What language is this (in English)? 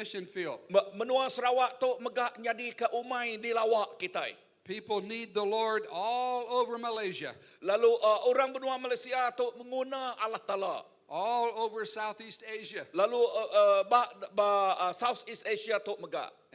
Iban